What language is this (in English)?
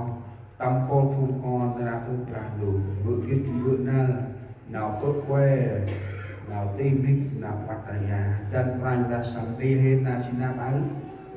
Central Mnong